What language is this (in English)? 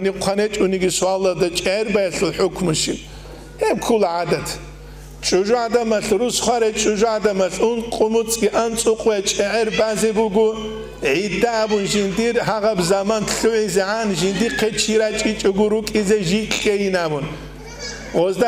Avaric